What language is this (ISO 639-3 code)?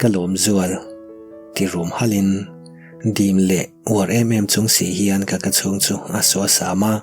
lus